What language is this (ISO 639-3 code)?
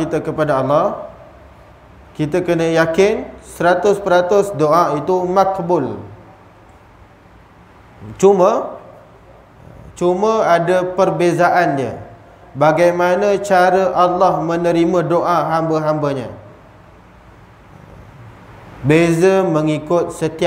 msa